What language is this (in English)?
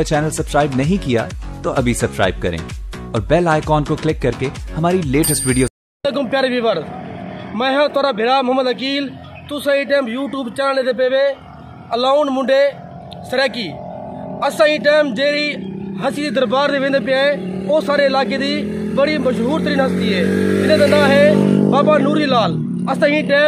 Saraiki